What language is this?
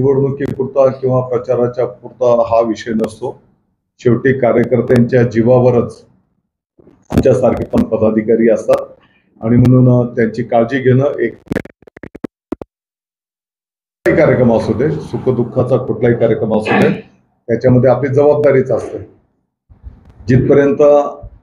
Marathi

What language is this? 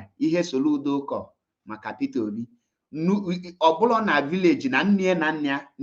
Igbo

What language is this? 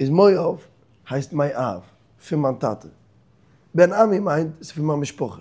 Yiddish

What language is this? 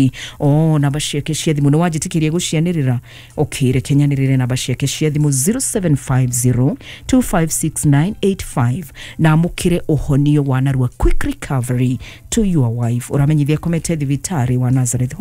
Kikuyu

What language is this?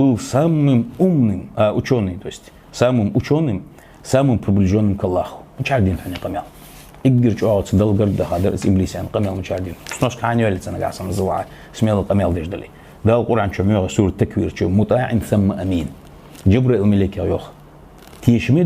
Ingush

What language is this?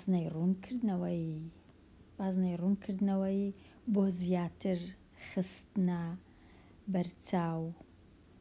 Central Kurdish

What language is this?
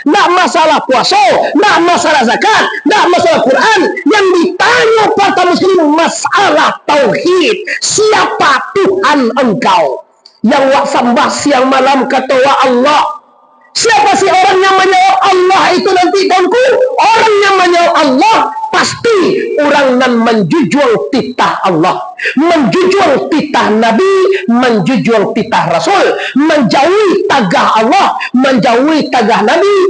Minangkabau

